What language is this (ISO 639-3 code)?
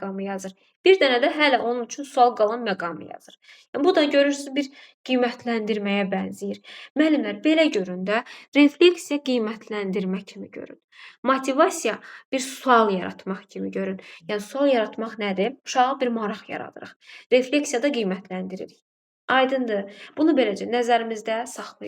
aze